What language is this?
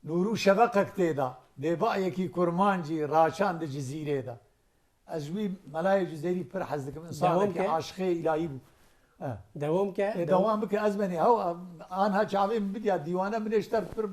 Kurdish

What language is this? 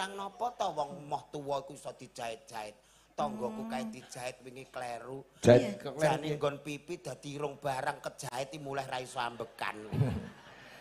Javanese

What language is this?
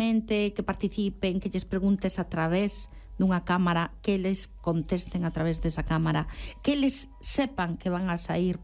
Galician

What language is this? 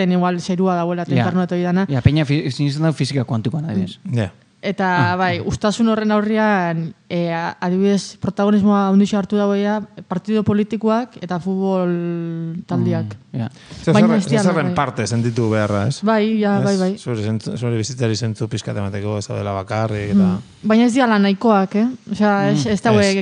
Basque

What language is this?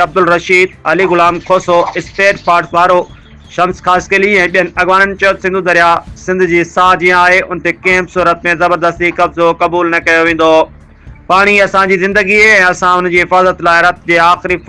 Sindhi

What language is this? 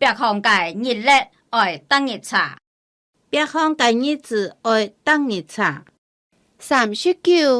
Hakka Chinese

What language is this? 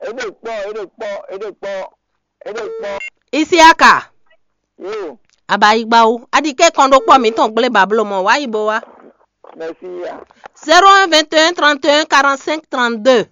Fon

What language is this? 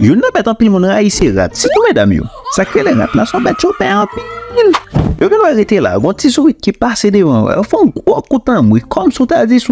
Haitian Creole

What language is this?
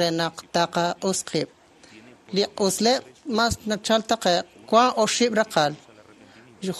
Kekchí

